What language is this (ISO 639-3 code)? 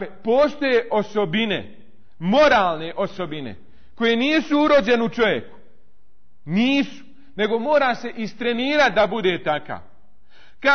bos